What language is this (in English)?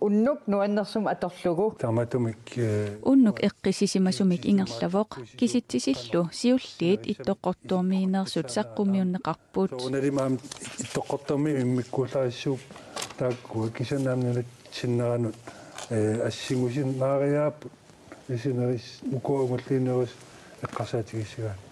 Kalaallisut